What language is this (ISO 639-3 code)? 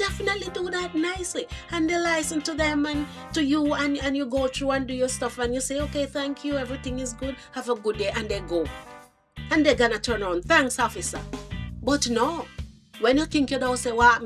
jam